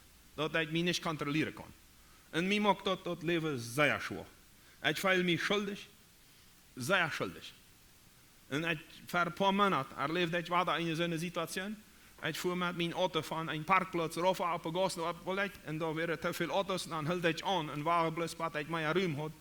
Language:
Plautdietsch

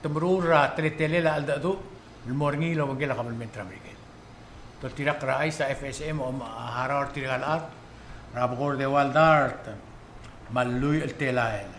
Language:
Palauan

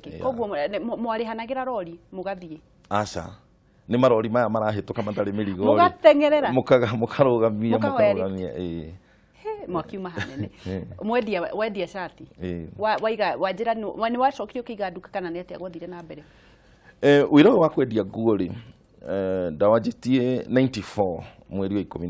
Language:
Kikuyu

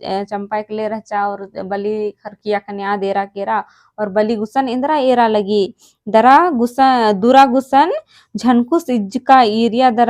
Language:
Kurukh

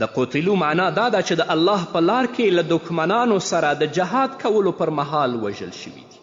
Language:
Pashto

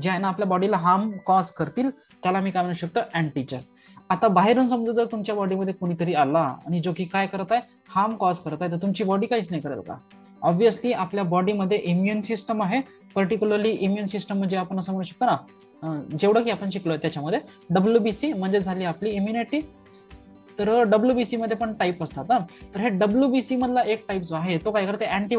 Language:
Marathi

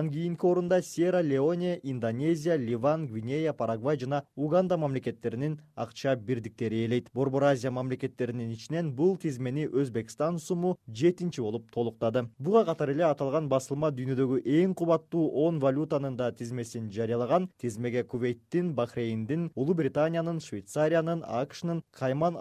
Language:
Kyrgyz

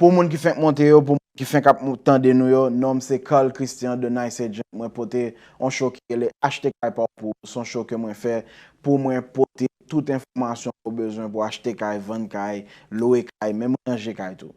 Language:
Haitian Creole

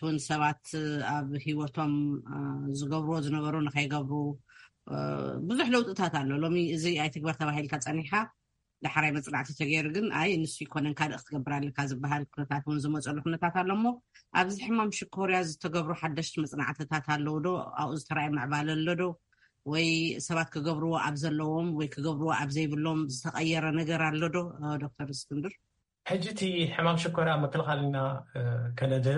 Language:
Tigrinya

